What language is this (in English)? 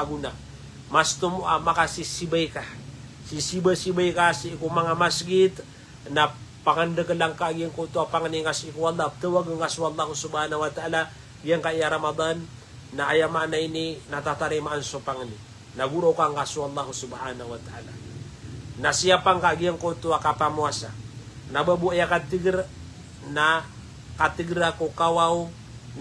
Maranao